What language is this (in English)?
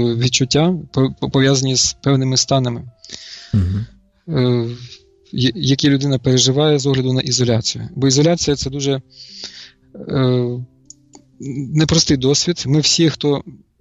Ukrainian